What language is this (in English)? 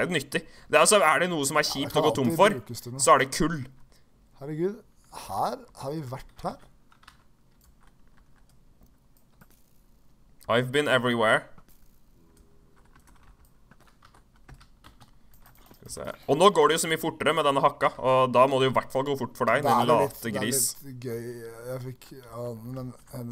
Norwegian